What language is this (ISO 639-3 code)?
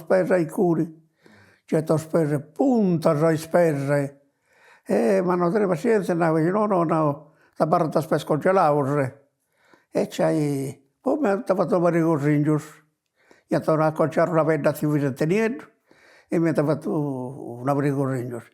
srd